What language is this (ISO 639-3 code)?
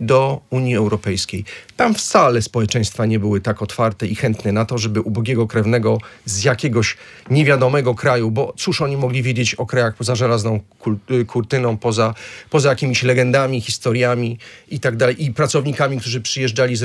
pol